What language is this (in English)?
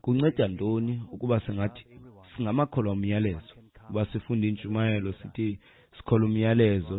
Xhosa